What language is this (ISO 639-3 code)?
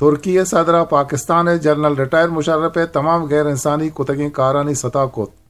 bgp